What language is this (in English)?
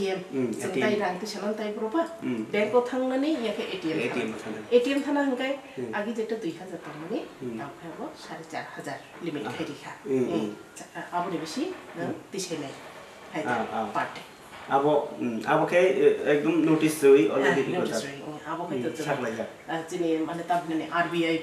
Kok Borok